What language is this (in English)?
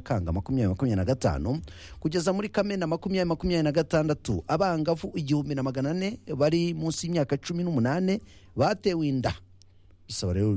Kinyarwanda